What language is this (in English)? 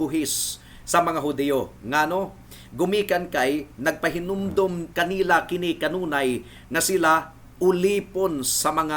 Cebuano